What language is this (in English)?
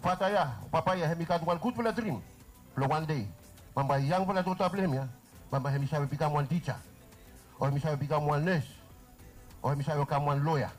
Bislama